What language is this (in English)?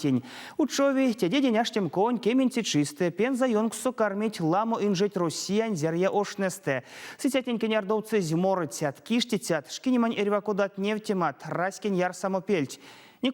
Erzya